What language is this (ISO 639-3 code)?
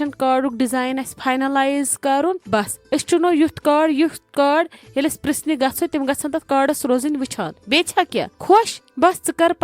kas